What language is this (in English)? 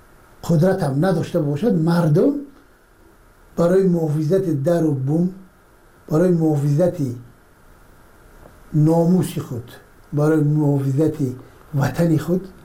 Persian